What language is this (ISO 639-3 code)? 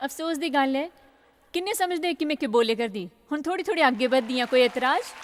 doi